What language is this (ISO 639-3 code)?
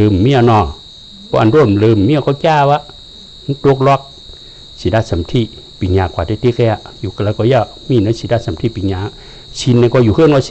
shn